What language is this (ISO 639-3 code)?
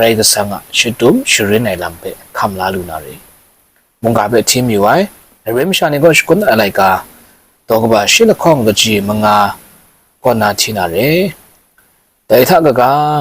kac